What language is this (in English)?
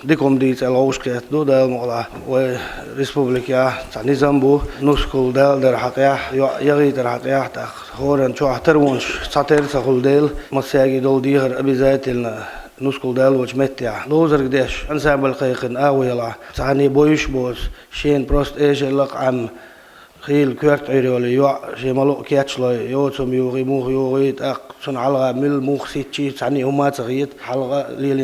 Chechen